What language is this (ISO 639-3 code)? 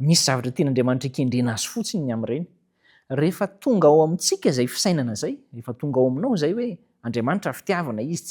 mlg